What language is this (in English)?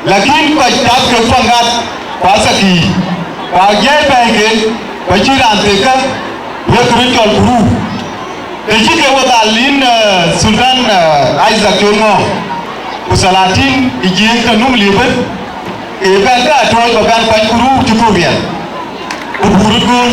Dinka